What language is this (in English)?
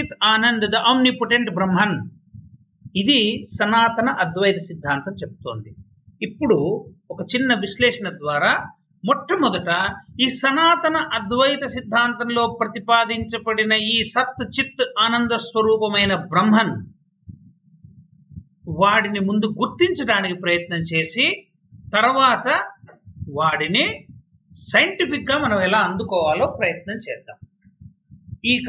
Telugu